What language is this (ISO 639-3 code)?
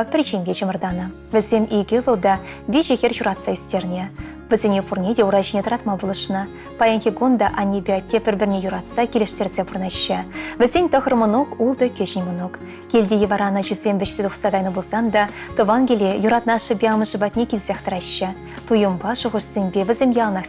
chv